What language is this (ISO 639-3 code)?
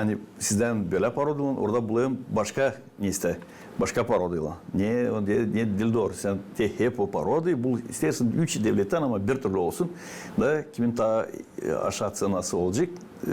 gag